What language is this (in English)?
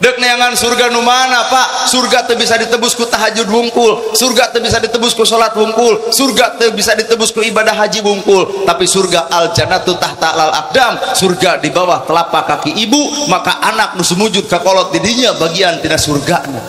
Sundanese